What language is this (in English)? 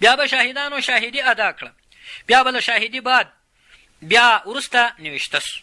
Pashto